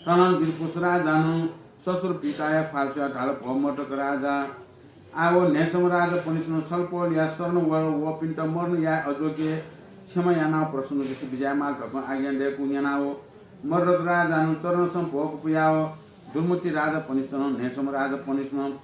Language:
Newari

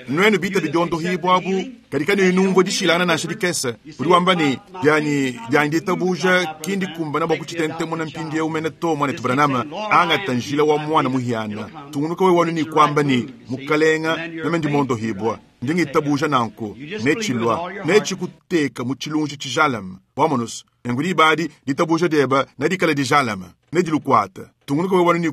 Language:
Luba-Lulua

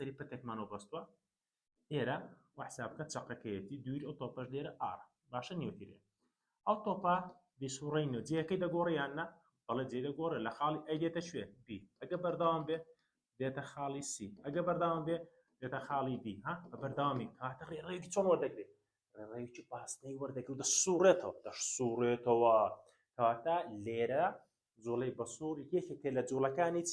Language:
Central Kurdish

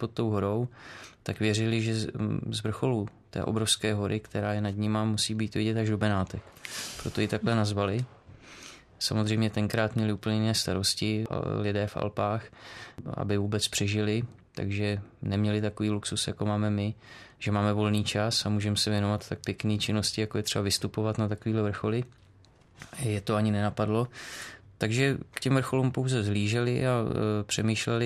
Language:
Czech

